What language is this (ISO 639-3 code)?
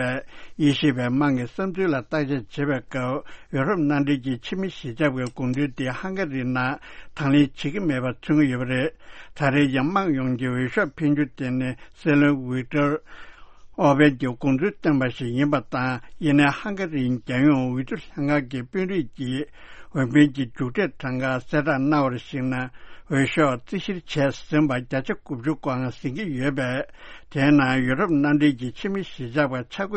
bod